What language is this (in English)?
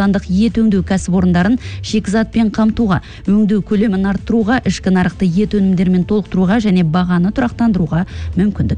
Kazakh